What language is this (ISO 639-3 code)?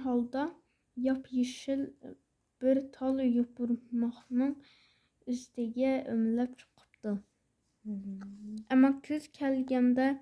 uig